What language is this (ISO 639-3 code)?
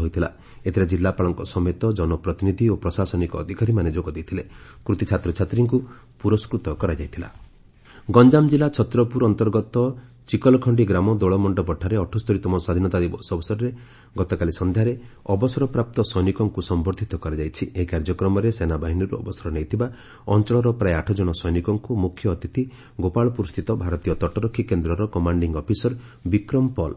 ori